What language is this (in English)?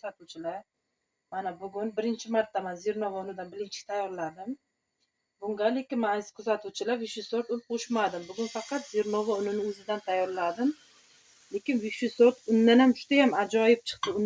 Uzbek